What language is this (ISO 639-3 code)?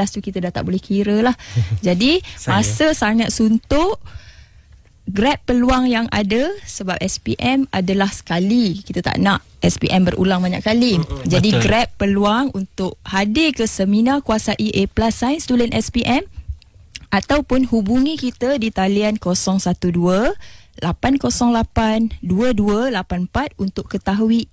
msa